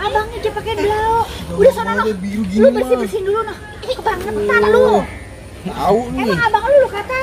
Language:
Betawi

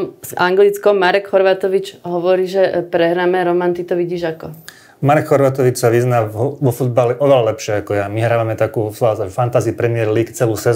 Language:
Slovak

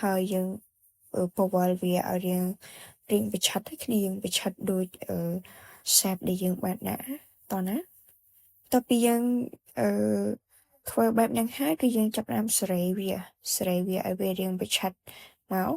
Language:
Khmer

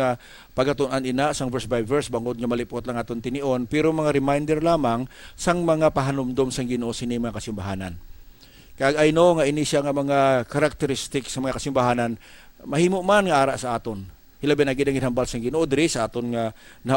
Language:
Hiligaynon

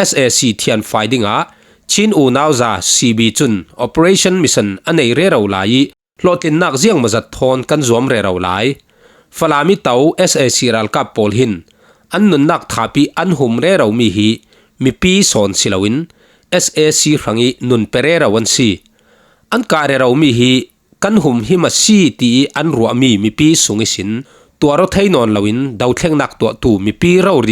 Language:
Falam Chin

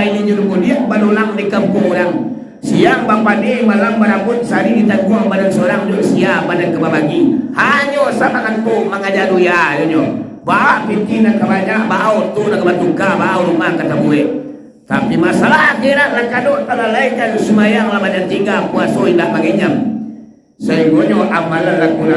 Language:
Minangkabau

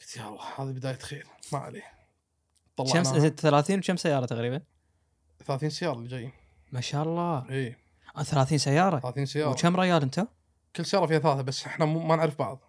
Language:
Gulf Arabic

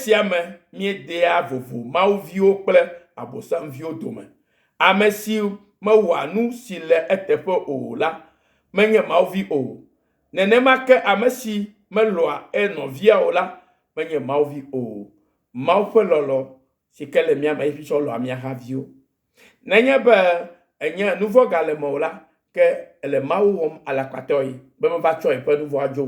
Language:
Ewe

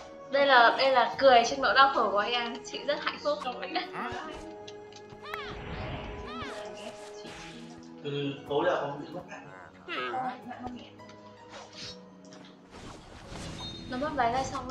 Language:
Vietnamese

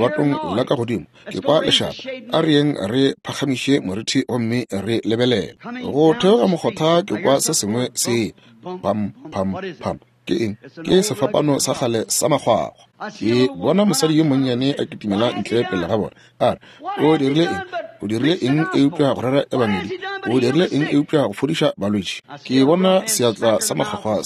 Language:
Northern Sotho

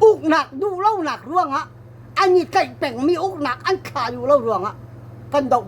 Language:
Hakha Chin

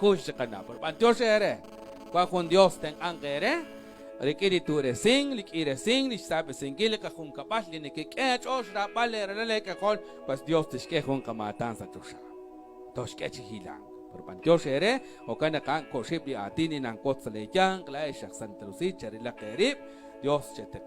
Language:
Kekchí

